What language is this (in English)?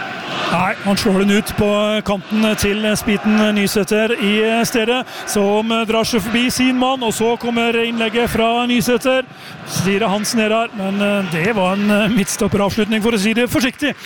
Norwegian